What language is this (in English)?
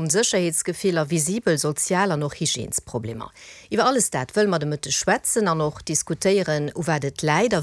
Luxembourgish